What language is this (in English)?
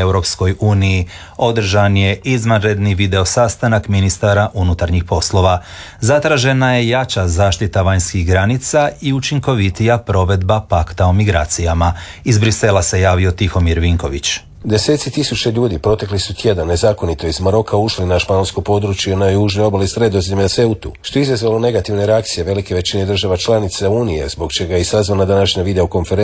Croatian